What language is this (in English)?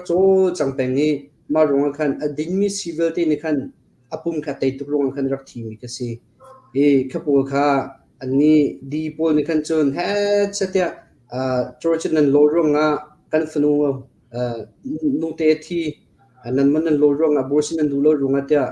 Hakha Chin